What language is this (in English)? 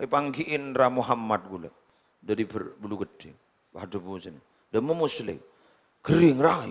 Madurese